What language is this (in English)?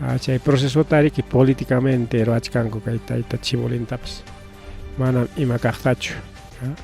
Ayacucho Quechua